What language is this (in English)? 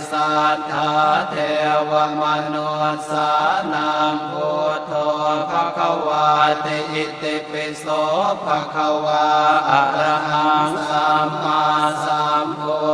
Pali